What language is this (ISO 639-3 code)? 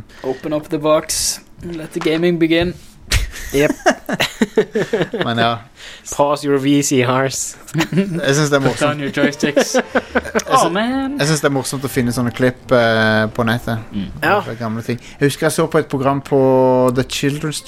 nor